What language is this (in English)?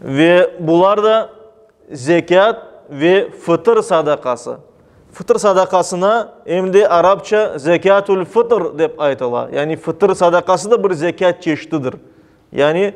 Crimean Tatar